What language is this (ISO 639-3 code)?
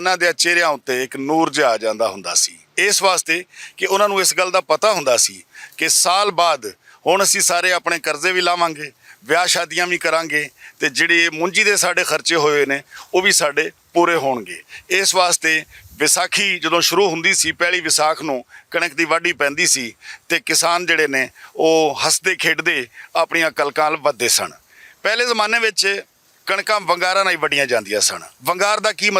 lah